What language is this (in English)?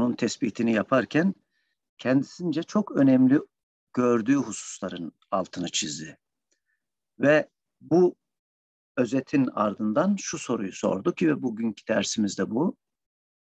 Turkish